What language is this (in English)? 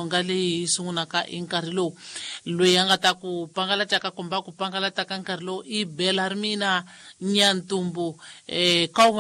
Tsonga